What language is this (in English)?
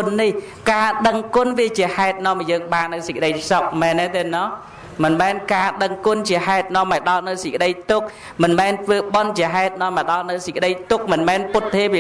Khmer